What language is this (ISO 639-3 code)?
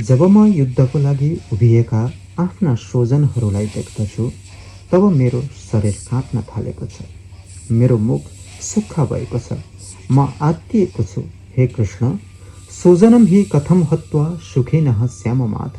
nep